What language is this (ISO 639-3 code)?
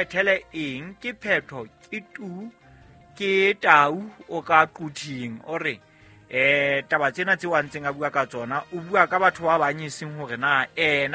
sot